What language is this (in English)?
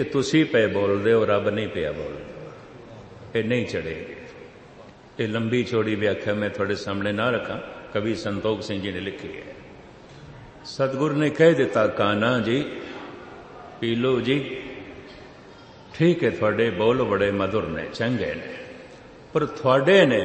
Punjabi